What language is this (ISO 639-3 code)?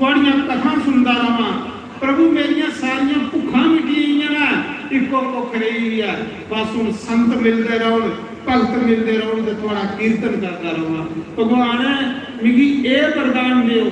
doi